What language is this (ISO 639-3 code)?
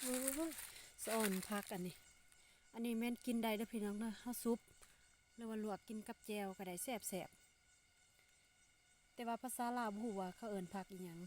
lao